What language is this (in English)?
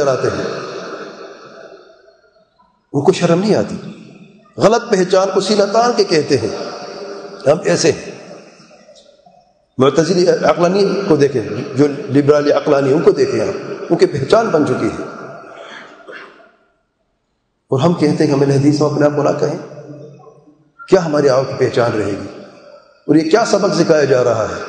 Urdu